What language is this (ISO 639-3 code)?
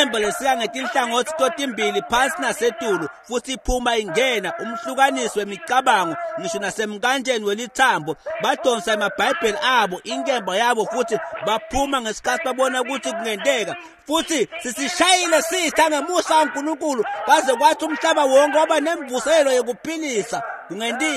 ssw